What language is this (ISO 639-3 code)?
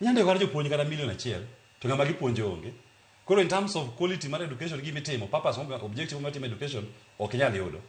luo